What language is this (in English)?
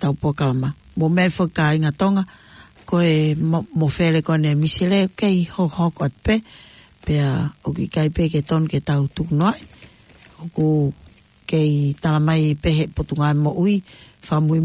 Tongan